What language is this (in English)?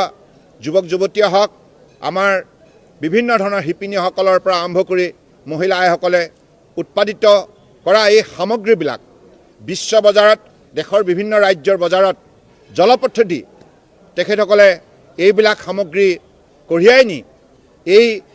Assamese